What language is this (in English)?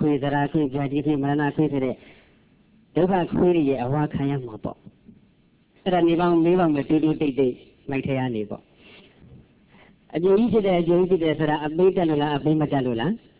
Burmese